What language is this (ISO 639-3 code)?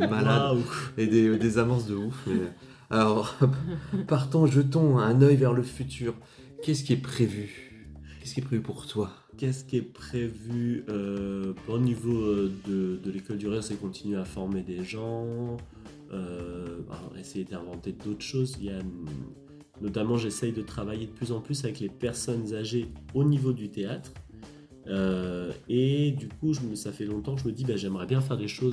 fra